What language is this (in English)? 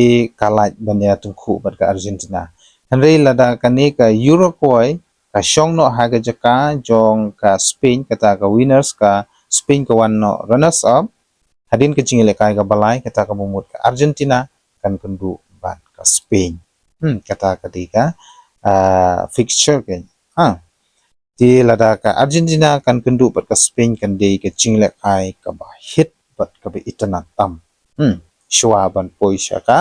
Khasi